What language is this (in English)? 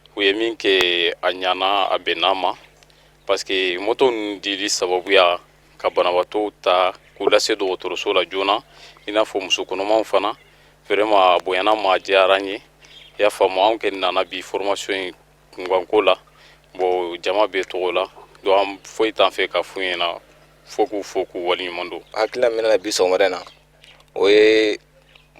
Bambara